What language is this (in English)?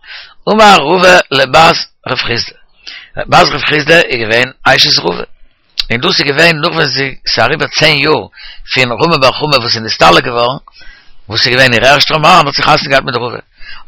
Yiddish